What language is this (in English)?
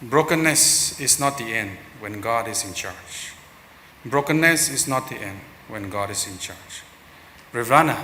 Tangkhul Naga (India)